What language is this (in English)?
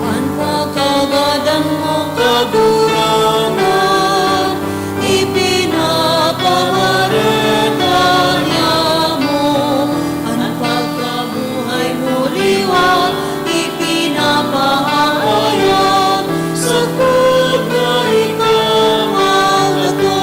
Bikol